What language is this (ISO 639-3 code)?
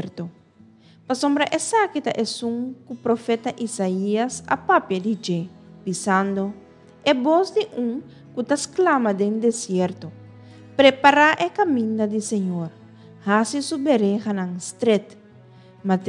pap